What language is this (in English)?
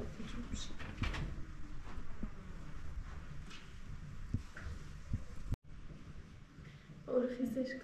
Persian